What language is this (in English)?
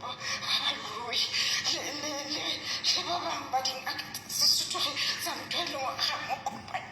Southern Sotho